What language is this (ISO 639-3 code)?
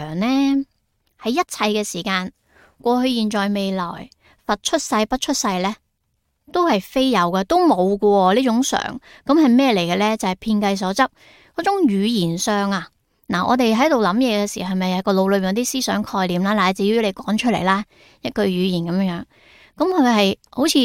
yue